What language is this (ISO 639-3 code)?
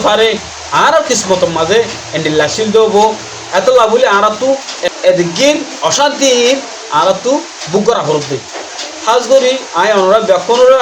rhg